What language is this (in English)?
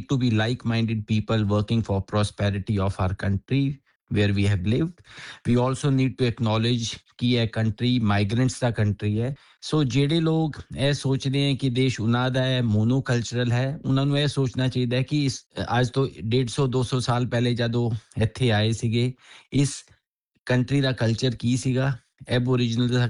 Punjabi